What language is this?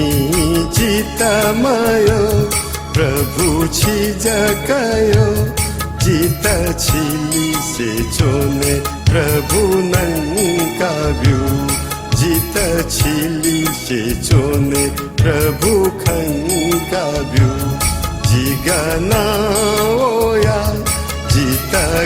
Newari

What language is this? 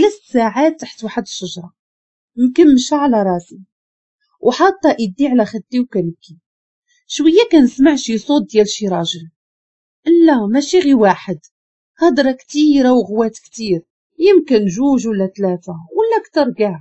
Moroccan Arabic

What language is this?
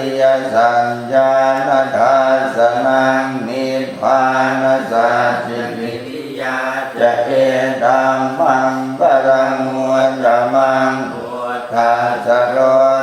Pali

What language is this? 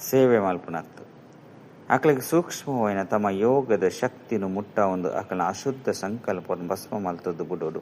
Tulu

